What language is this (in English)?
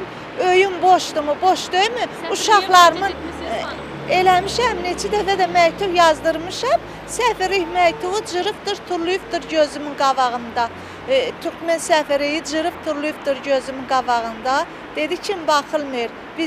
Azerbaijani